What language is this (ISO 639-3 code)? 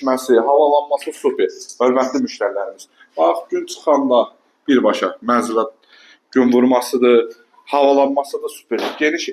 aze